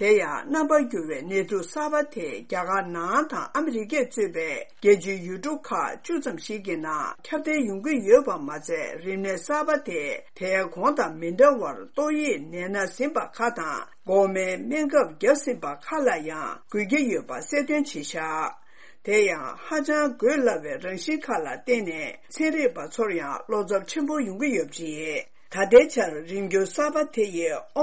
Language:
Tibetan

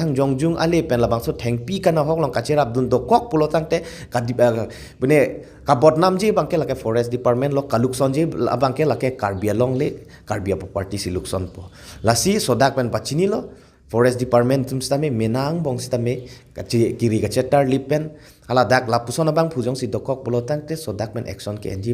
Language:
Karbi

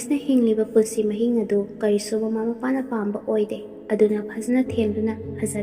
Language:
Manipuri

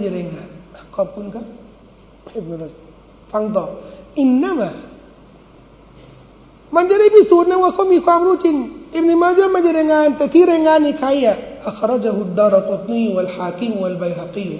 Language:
Thai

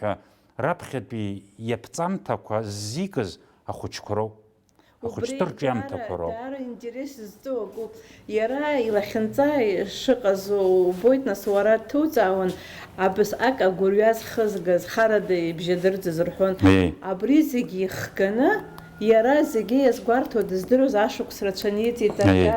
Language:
Abkhazian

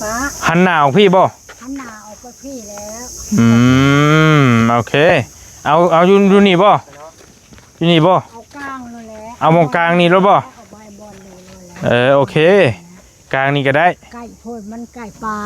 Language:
Northeastern Thai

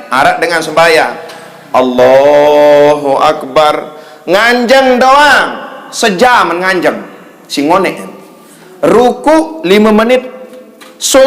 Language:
Sasak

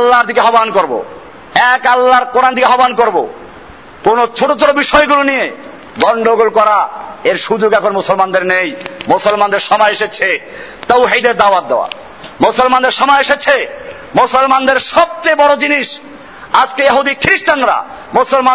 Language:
Bangla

